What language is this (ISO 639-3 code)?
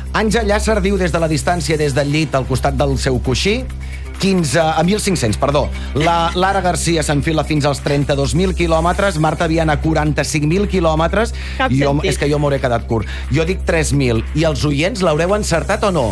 cat